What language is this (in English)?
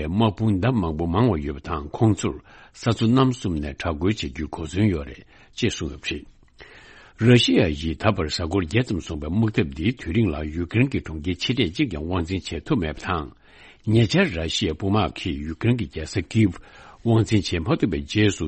Tibetan